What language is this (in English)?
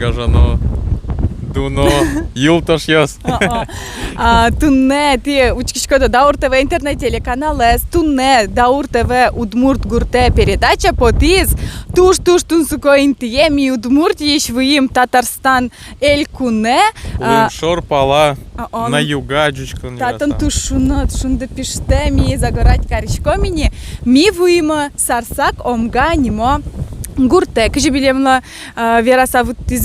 Udmurt